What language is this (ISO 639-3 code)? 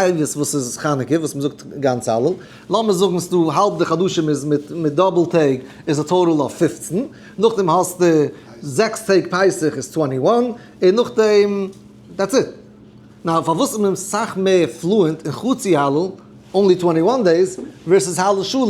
yid